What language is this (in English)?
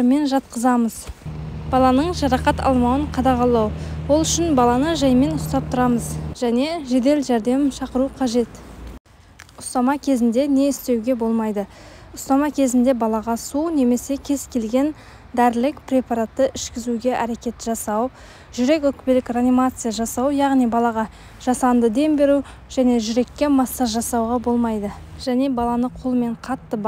Kazakh